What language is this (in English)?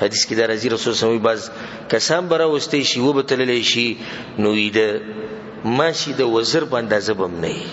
Pashto